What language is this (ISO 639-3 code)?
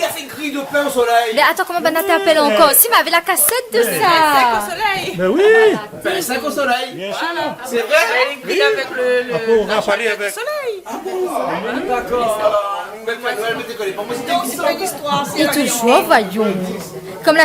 rcf